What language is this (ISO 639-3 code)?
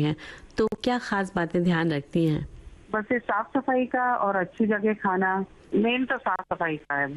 hin